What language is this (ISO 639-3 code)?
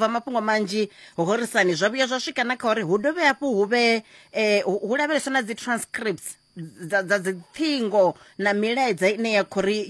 ven